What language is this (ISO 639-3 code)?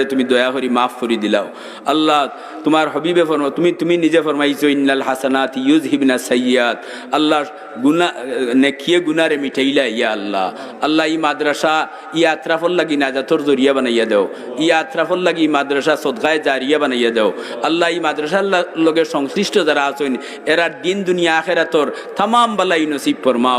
syl